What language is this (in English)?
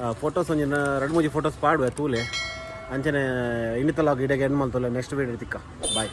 Tulu